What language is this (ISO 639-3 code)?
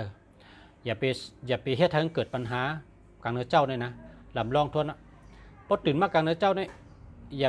shn